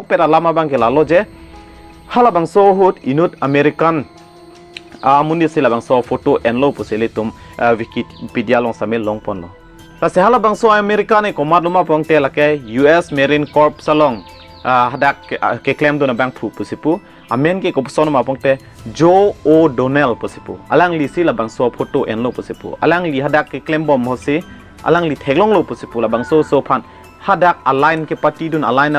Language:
Karbi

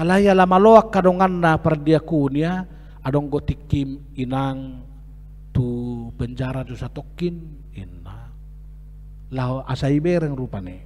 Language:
Batak Toba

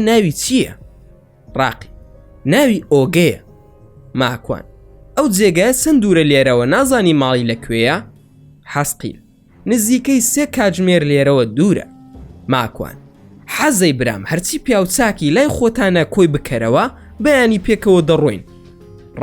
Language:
Central Kurdish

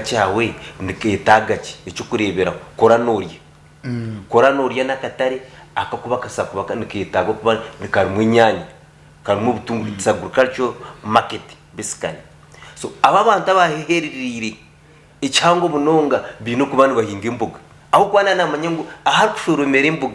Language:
Nyankole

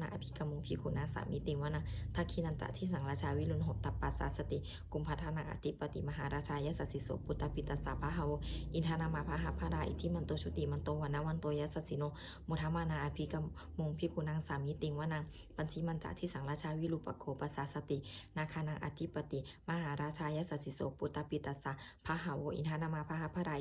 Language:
Pali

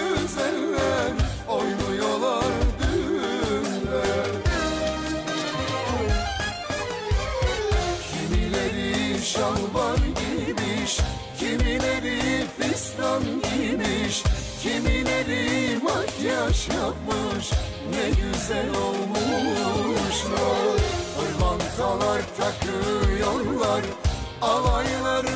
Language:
Turkish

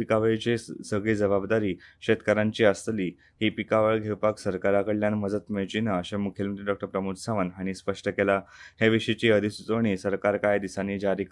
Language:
Konkani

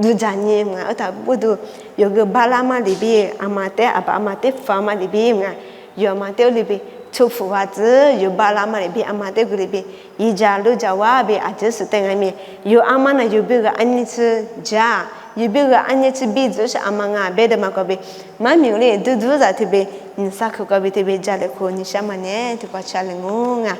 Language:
Lisu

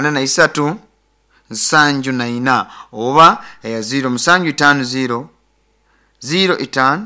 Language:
Nyoro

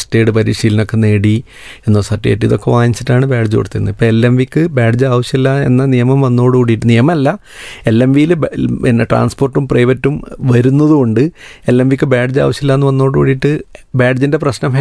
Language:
Malayalam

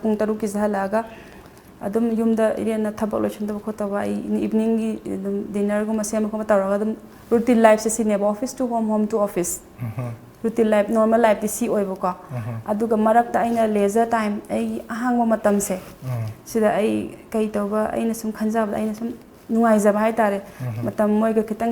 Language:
Manipuri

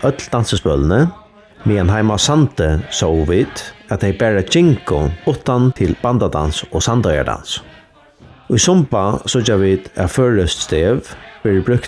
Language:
Faroese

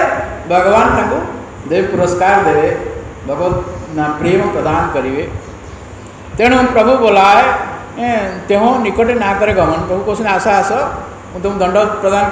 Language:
Odia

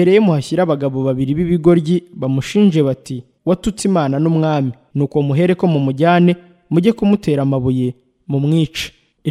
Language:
Kinyarwanda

